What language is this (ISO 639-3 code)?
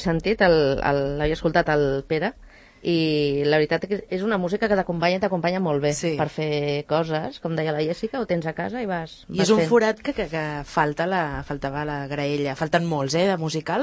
cat